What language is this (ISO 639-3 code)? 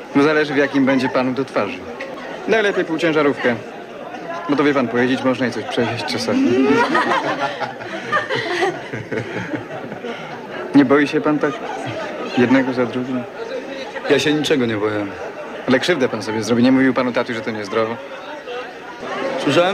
pol